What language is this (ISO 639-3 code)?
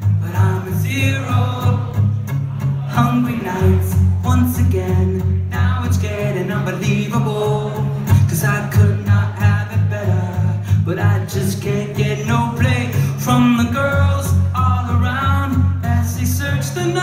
eng